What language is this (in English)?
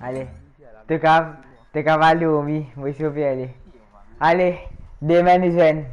Morisyen